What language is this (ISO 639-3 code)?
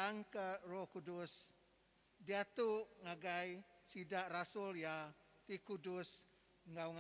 iba